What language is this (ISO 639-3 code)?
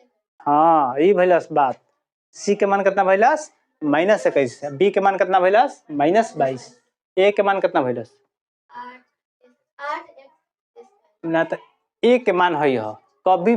bho